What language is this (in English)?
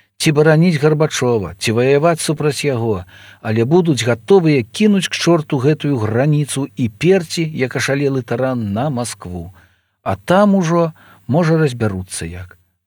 Belarusian